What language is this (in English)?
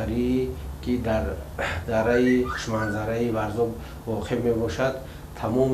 Tajik